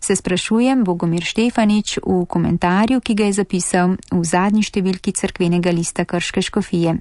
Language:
Slovenian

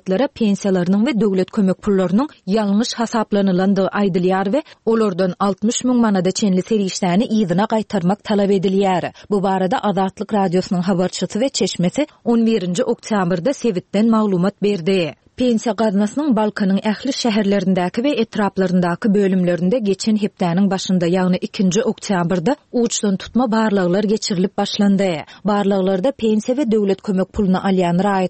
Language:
Turkmen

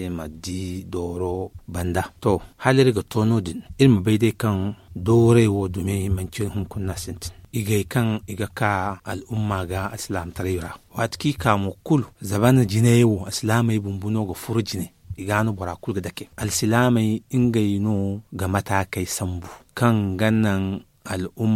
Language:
Zarma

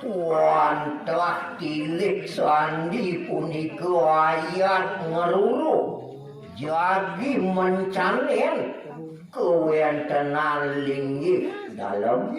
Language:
Balinese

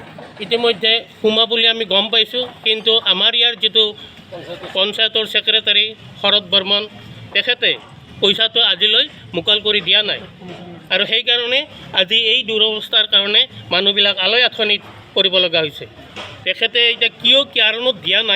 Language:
Assamese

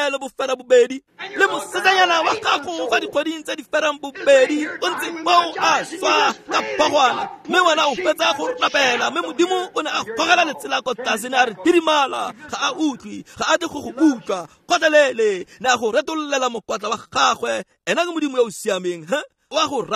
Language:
Tswana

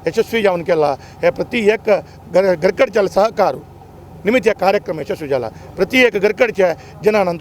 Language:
Konkani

